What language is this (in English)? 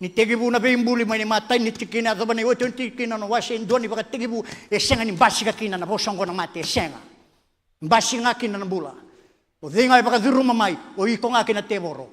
Fijian